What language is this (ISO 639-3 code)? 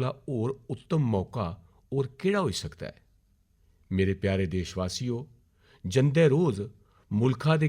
doi